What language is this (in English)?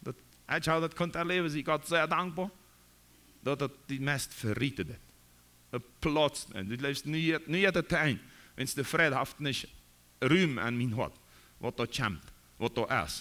Plautdietsch